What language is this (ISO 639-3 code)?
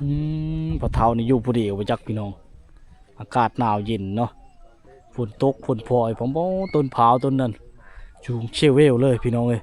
lao